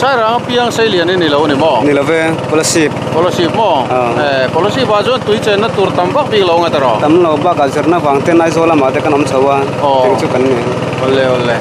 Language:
Mizo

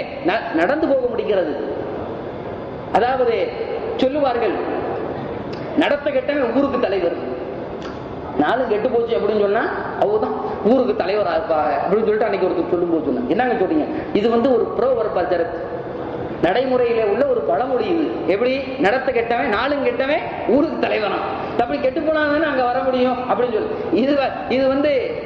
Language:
Tamil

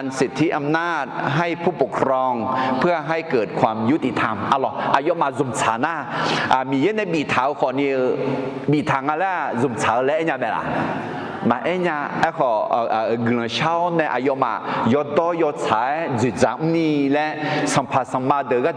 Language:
Akha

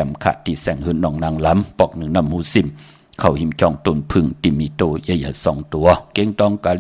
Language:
Shan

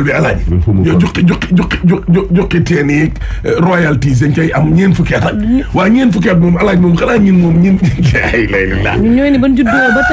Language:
Wolof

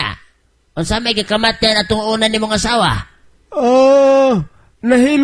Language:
Cebuano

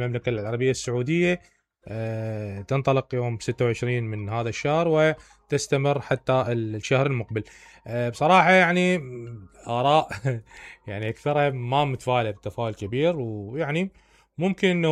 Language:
Mesopotamian Arabic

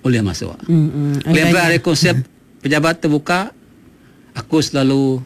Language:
Iban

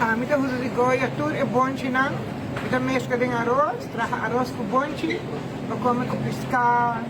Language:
Papiamento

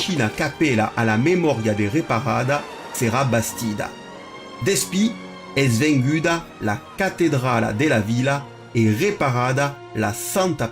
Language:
Occitan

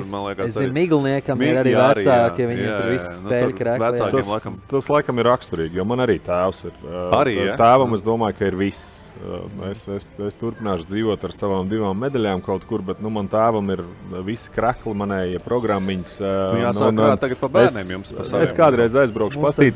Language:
Latvian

